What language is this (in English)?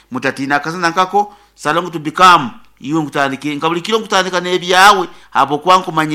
Nyoro